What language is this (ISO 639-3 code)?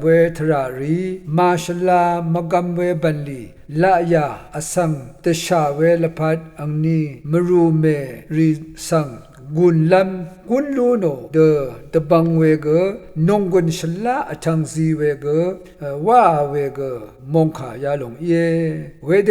raw